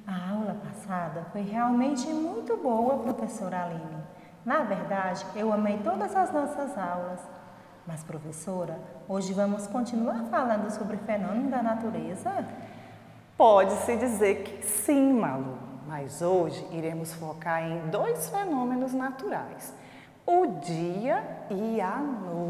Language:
Portuguese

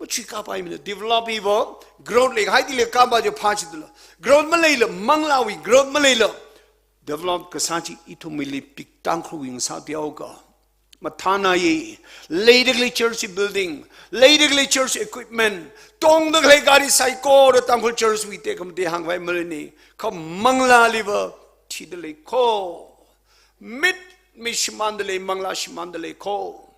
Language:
Tangkhul Naga (India)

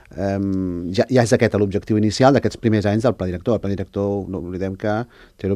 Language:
Catalan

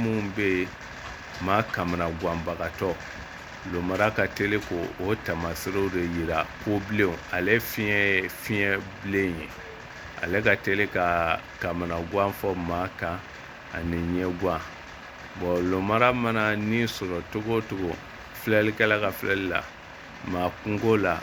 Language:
Bambara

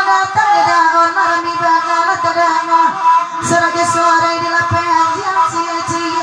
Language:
Minangkabau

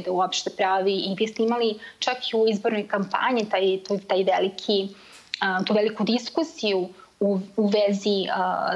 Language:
Serbian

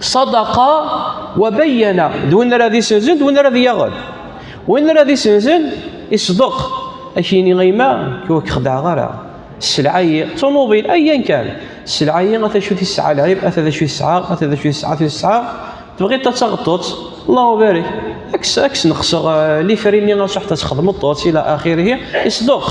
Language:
Kabyle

